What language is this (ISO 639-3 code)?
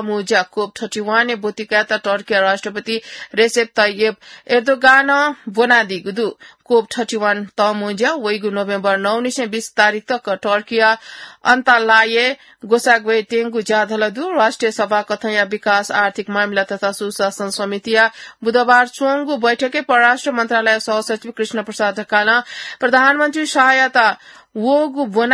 new